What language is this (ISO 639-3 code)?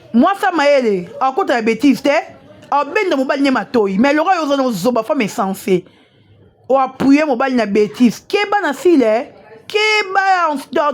lin